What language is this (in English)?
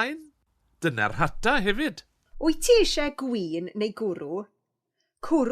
Welsh